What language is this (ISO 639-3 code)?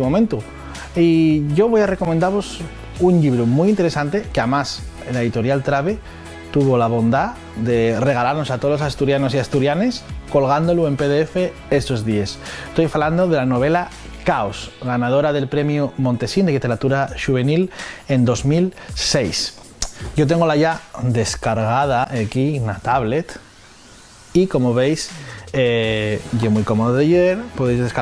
ast